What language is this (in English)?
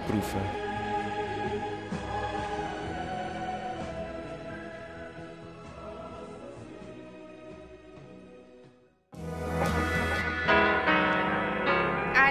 Dutch